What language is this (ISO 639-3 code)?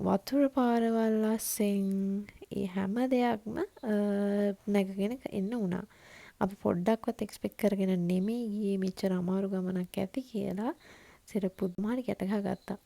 sin